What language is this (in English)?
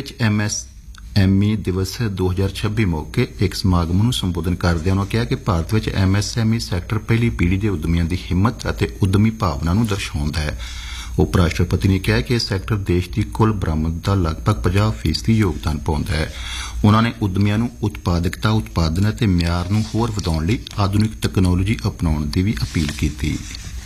Punjabi